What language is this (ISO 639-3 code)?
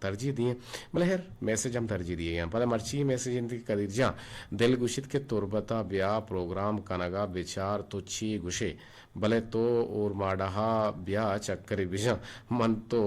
bgp